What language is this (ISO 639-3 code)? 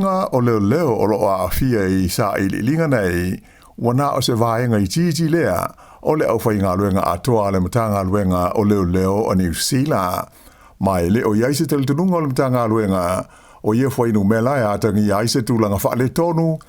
smo